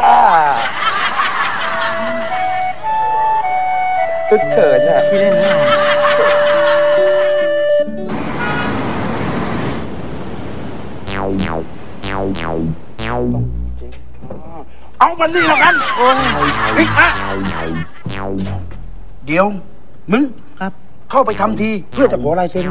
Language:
Thai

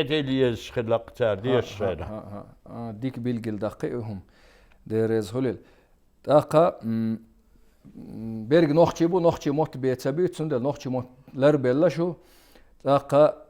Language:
Chechen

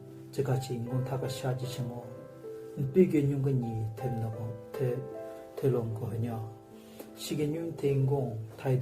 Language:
Southern Rengma Naga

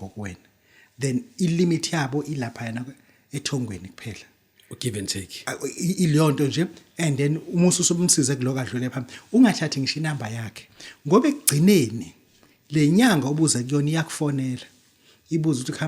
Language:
Zulu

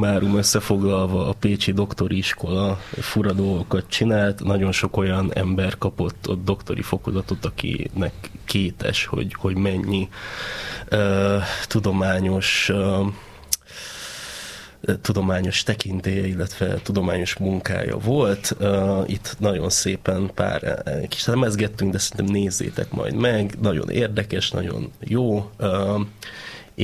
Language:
Hungarian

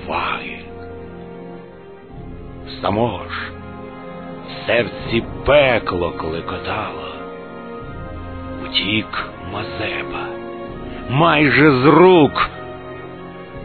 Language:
Ukrainian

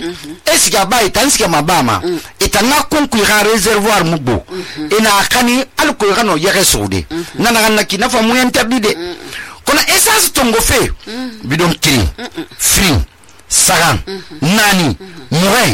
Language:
Susu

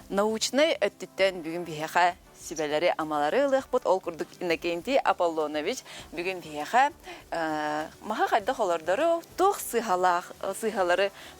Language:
Yakut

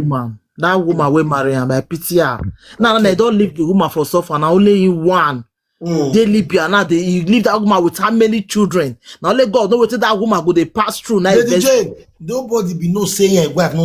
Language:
Nigerian Pidgin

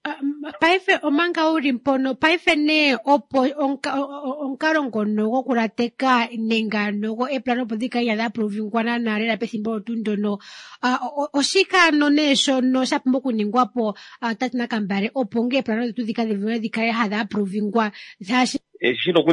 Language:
Kuanyama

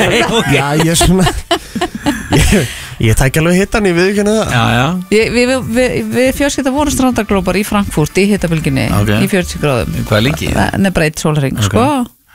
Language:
Icelandic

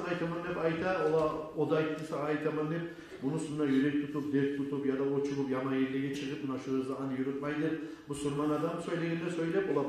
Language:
Kumyk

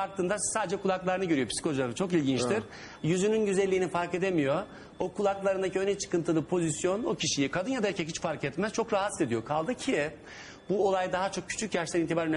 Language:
Turkish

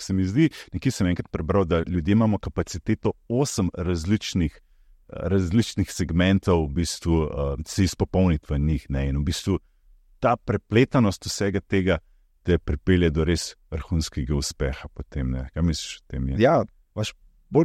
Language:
Slovenian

